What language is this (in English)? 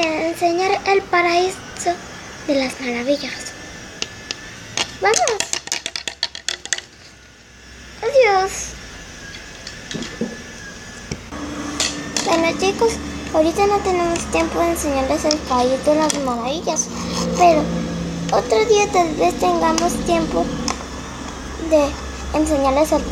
Spanish